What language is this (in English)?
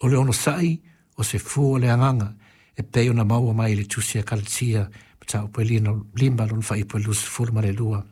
Samoan